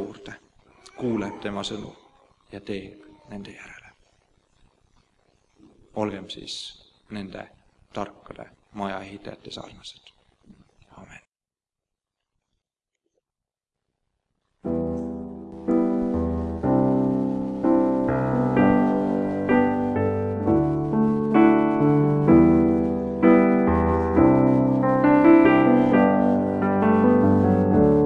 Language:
Estonian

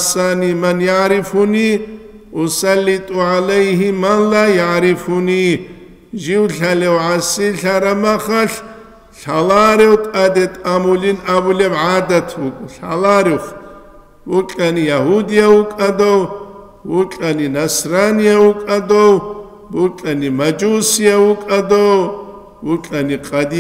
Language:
Avaric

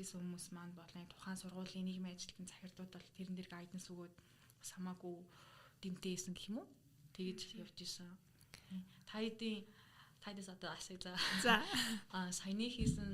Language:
Mongolian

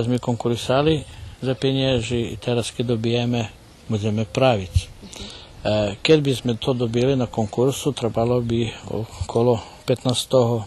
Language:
Rusyn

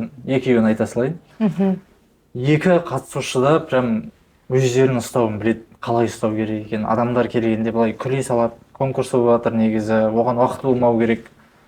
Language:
Kazakh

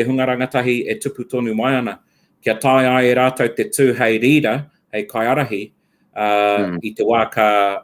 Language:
Māori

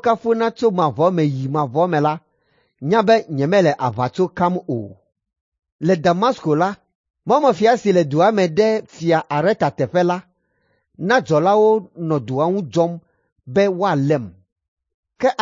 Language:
Ewe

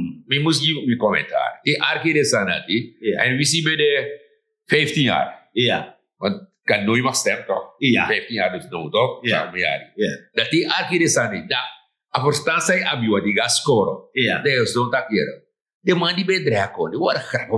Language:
Sranan Tongo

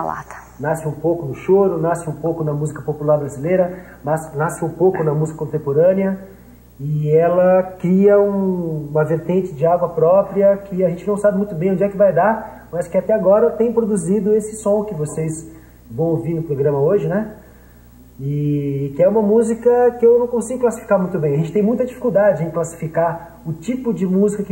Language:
Portuguese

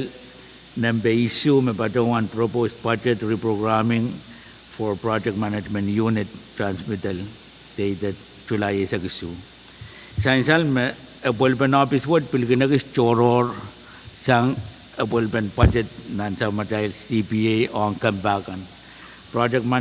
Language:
Pohnpeian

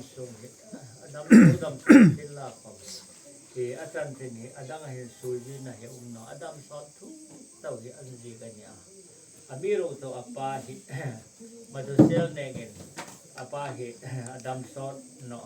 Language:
Hmar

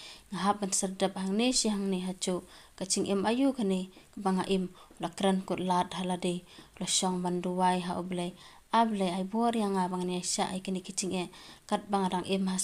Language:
Khasi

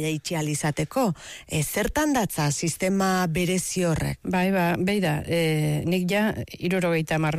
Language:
Basque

